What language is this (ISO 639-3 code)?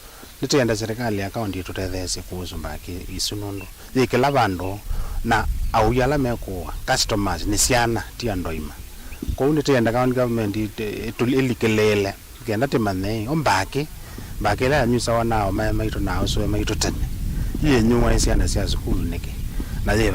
kam